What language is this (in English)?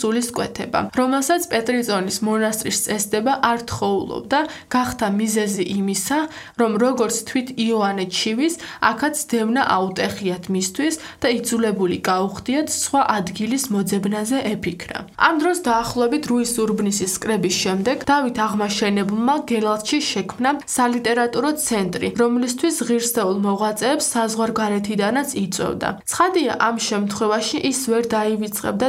Georgian